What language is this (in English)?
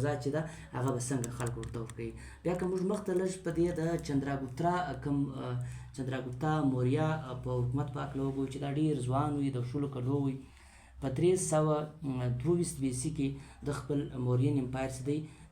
Pashto